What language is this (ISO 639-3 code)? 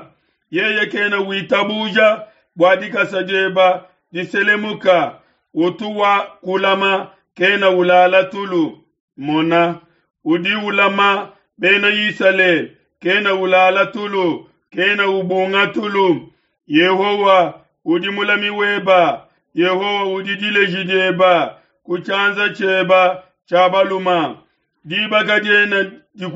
lua